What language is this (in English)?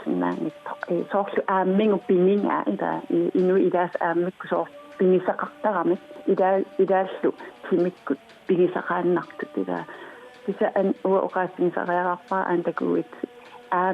Kalaallisut